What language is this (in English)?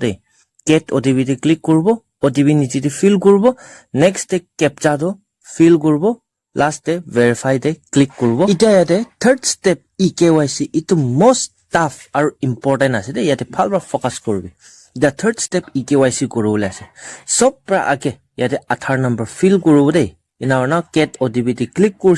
Naga Pidgin